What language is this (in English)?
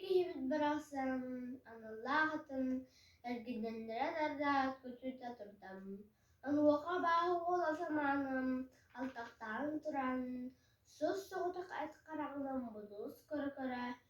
Yakut